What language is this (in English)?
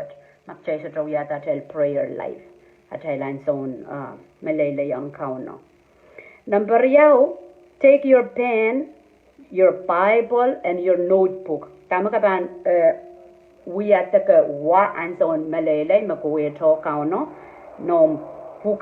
Pohnpeian